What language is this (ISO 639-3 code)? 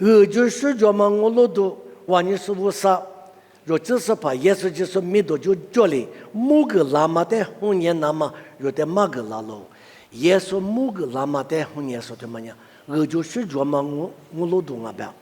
lis